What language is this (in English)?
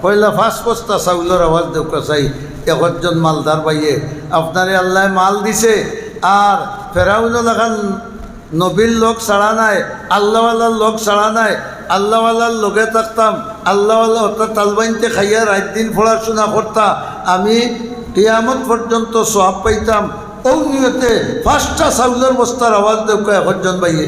Sylheti